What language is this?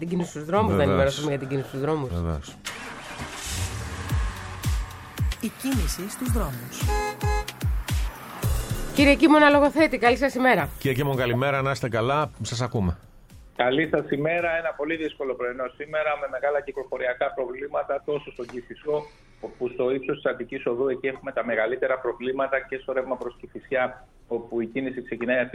Greek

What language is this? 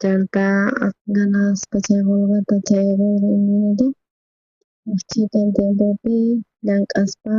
South Bolivian Quechua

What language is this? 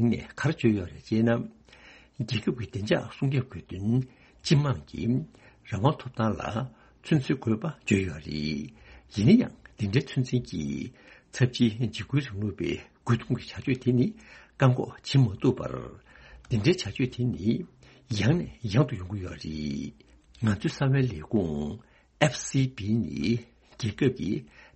Tibetan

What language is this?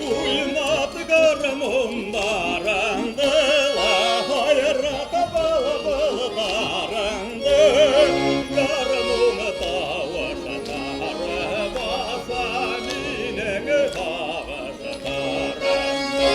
Bashkir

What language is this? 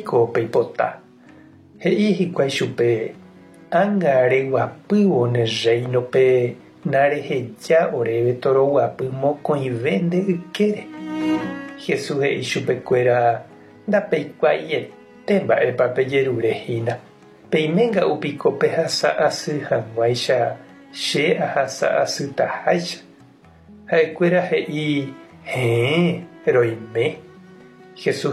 Guarani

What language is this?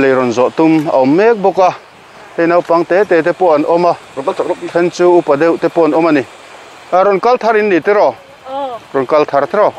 Mizo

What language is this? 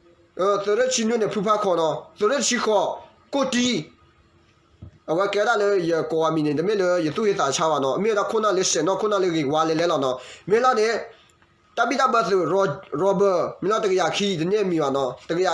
S'gaw Karen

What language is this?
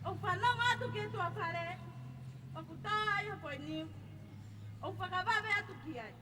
Tongan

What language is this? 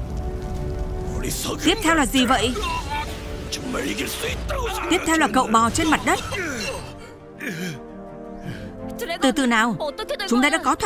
Vietnamese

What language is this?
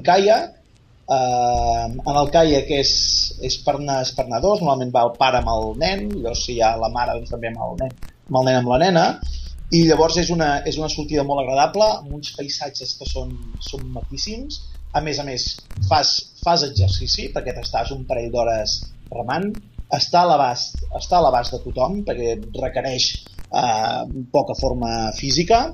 Catalan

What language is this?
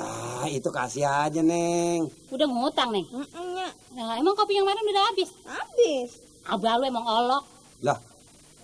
Betawi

